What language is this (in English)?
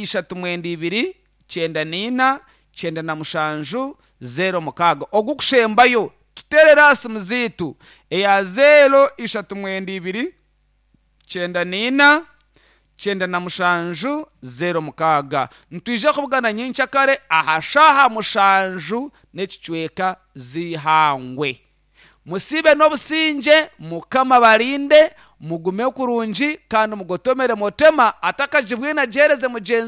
Nyankole